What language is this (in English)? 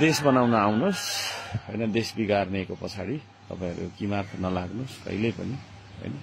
Nepali